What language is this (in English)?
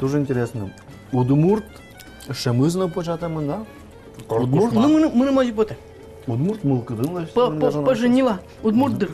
Udmurt